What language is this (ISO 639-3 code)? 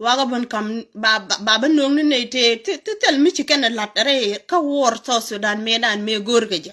nus